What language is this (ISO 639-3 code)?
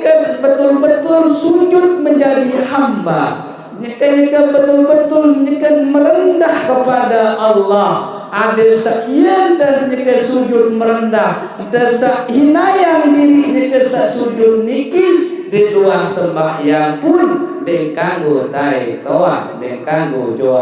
sas